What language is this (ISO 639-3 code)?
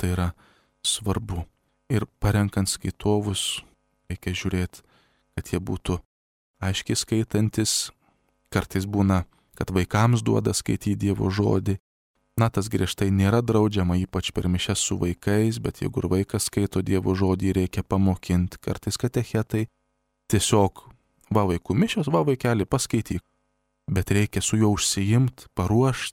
lit